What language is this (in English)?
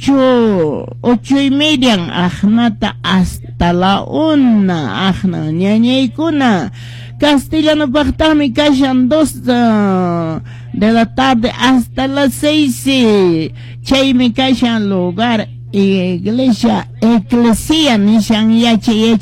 Quechua